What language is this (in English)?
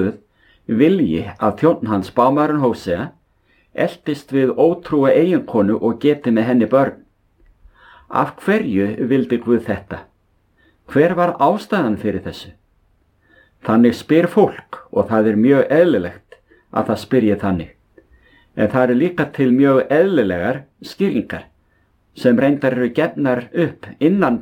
Icelandic